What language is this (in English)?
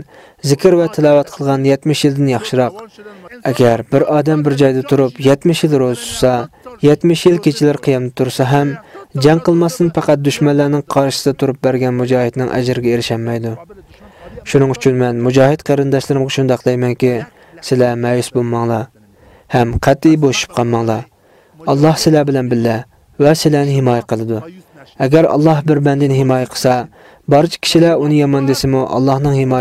Uyghur